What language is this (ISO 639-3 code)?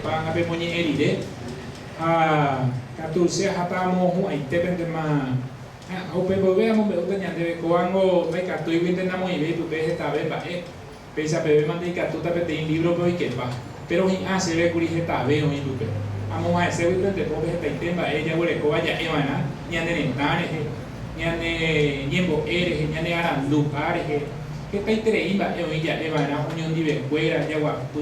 grn